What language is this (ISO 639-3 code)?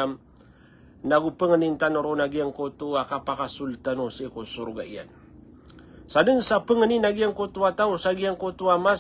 mrw